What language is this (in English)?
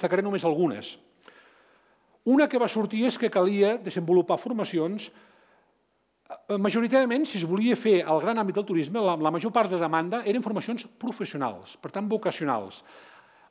Catalan